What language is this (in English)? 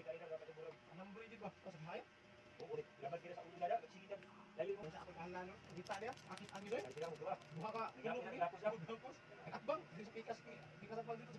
Cebuano